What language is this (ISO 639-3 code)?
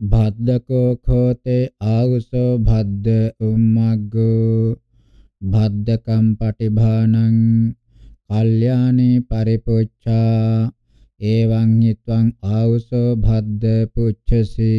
pli